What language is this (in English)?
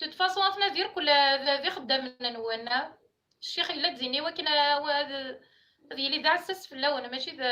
Kabyle